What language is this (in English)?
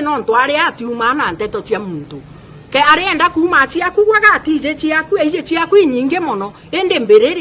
Meru